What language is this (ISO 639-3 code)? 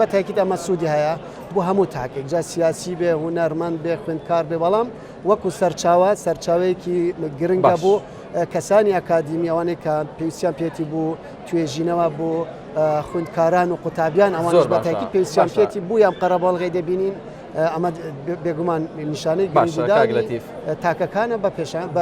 ckb